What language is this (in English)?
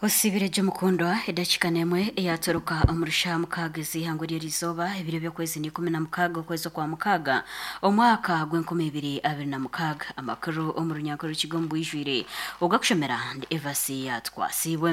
Nyankole